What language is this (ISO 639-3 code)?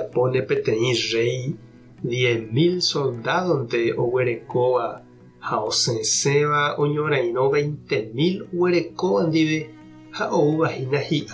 grn